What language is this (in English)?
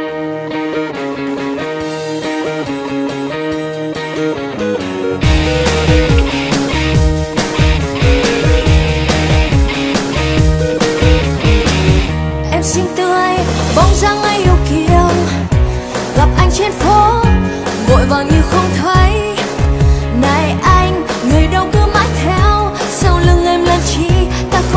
Vietnamese